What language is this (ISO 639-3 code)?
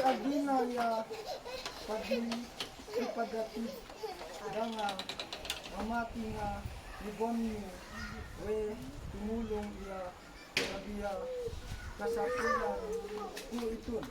isd